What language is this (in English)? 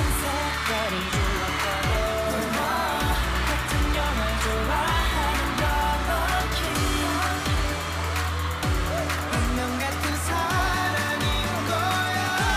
Korean